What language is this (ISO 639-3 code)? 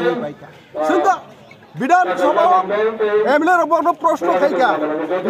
trp